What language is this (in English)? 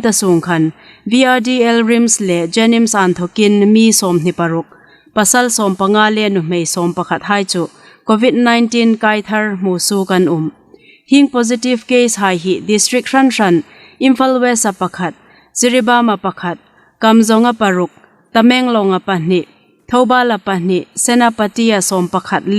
Hmar